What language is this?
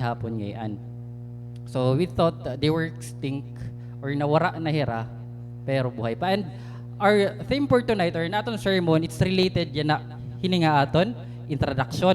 Waray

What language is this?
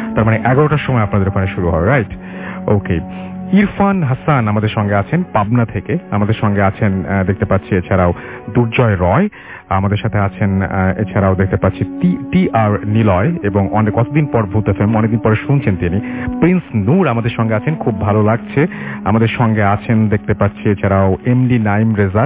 Bangla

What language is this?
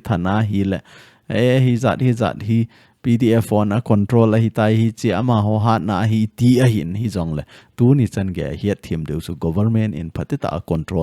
Thado Chin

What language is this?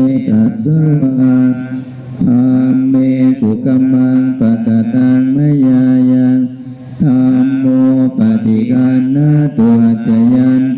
Pali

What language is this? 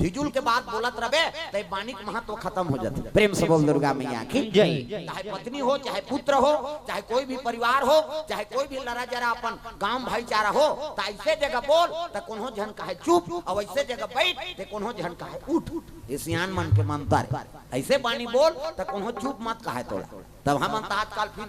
Chhattisgarhi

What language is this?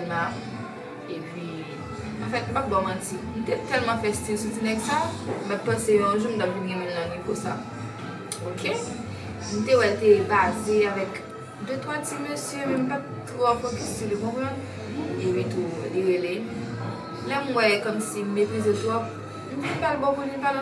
Haitian Creole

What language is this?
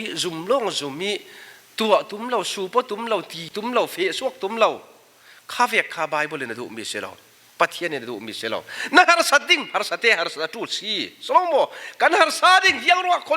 Falam Chin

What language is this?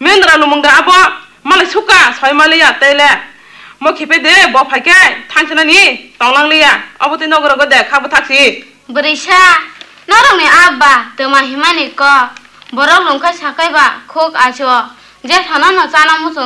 Kok Borok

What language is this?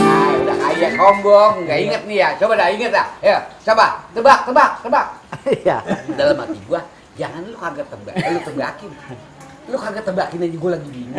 Betawi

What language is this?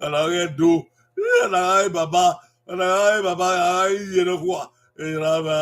Bini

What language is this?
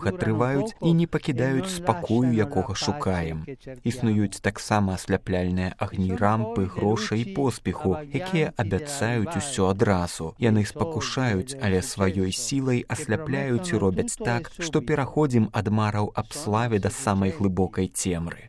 Belarusian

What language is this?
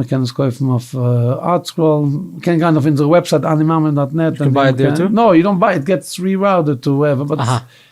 Yiddish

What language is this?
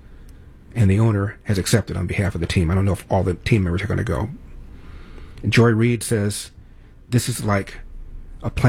English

